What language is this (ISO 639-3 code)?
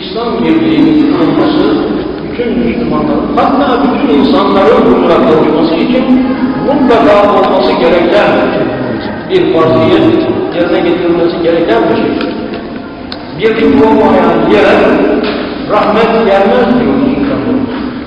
tur